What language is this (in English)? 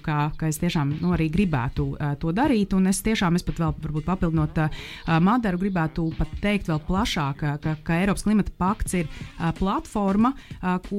Latvian